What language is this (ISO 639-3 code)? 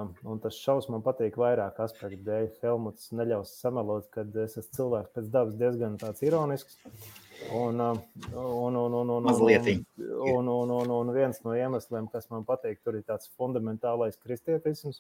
lav